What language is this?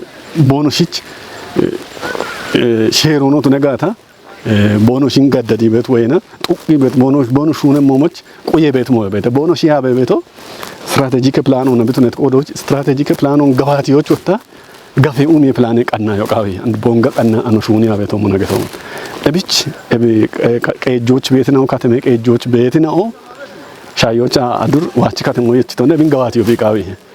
Kafa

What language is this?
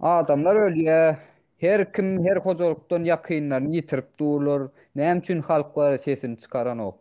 Turkmen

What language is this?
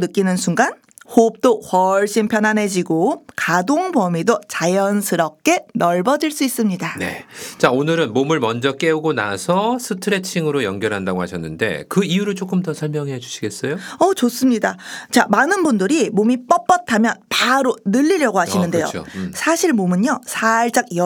Korean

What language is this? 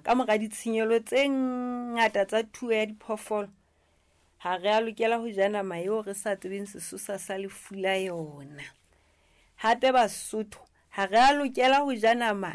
Southern Sotho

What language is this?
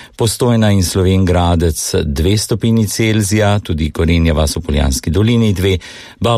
Slovenian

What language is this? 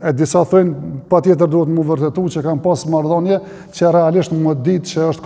Albanian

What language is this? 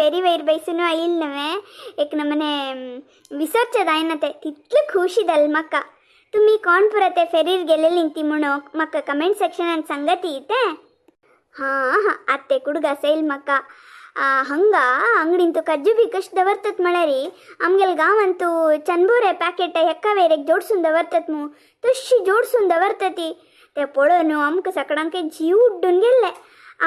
Konkani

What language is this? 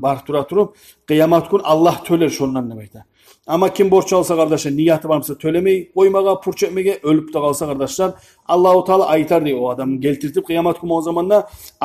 Kumyk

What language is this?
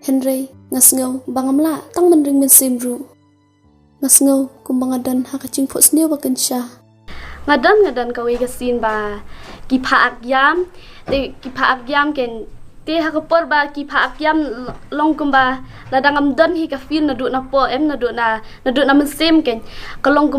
Khasi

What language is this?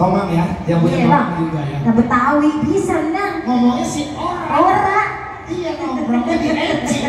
Betawi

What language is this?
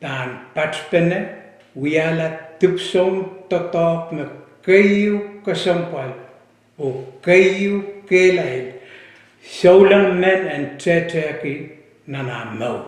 Pohnpeian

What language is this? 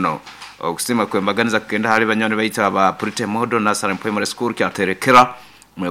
Nyoro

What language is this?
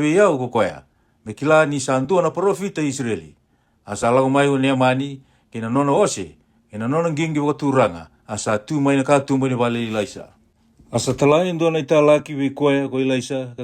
Fijian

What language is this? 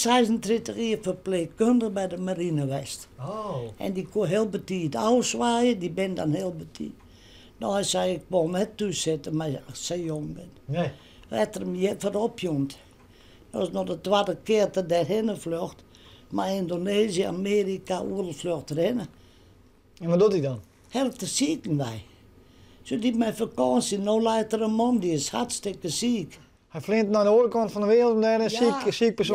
Western Frisian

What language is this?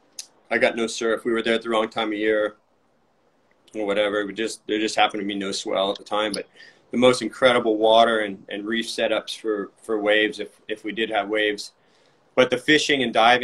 English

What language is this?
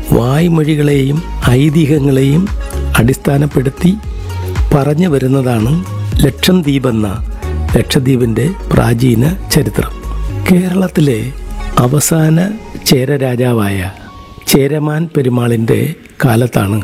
Malayalam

